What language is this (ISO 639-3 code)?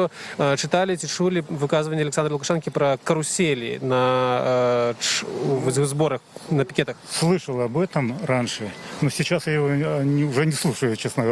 bel